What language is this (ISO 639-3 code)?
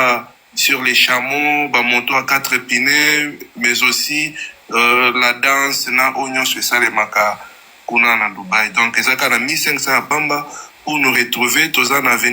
lin